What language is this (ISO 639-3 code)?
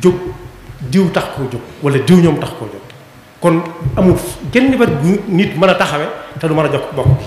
wol